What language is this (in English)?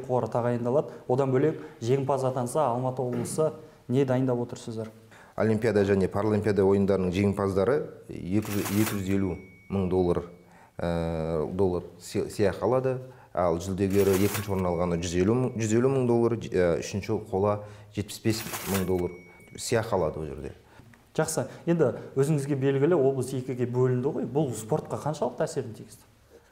Kazakh